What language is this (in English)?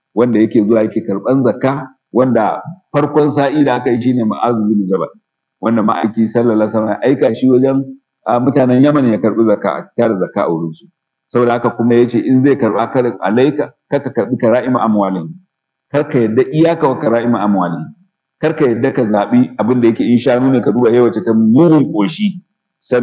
Hausa